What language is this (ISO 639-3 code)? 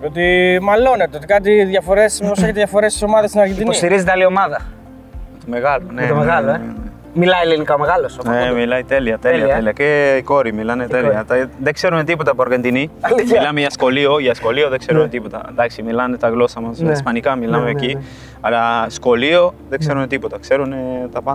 ell